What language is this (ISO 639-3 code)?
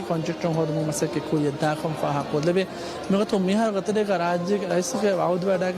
div